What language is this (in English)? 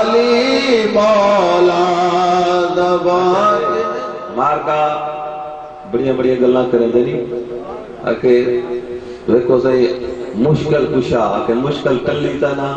Saraiki